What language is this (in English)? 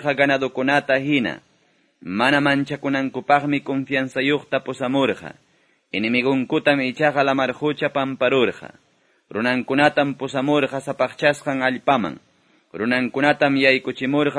Quechua